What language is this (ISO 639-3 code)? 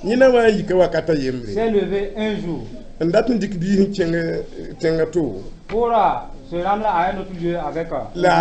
mos